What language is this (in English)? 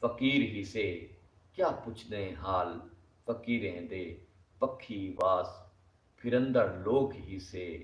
Saraiki